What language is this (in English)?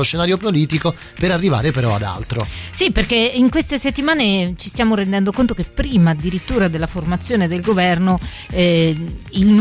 Italian